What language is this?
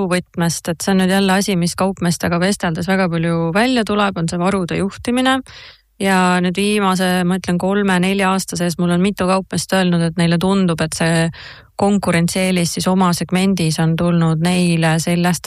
Estonian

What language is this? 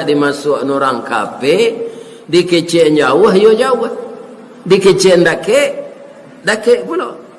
Minangkabau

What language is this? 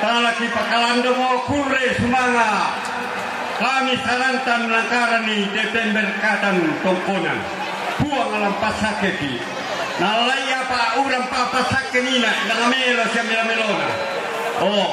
Toraja-Sa'dan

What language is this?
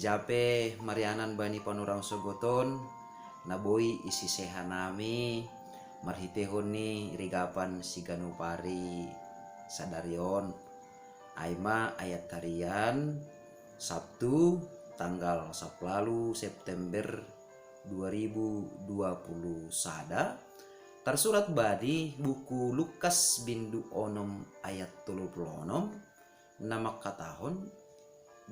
Batak Simalungun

